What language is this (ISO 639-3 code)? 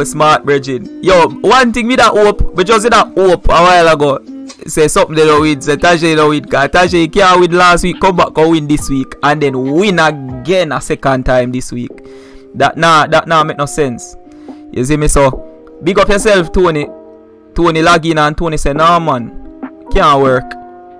jam